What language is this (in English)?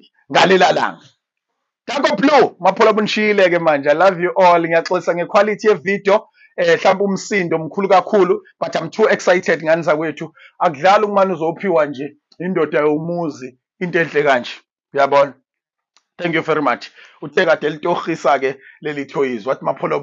Zulu